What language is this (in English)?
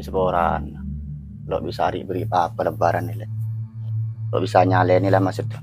Madurese